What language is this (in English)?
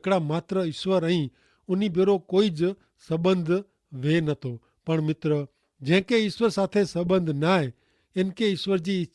Kachhi